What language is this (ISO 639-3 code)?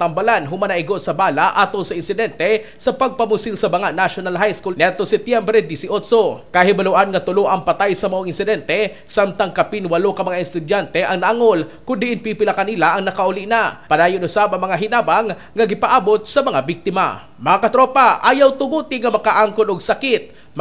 ceb